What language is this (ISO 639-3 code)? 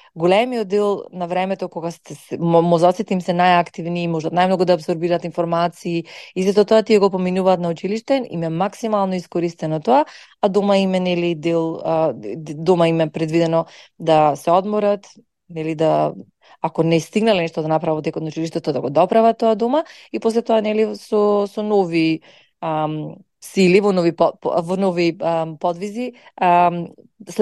mkd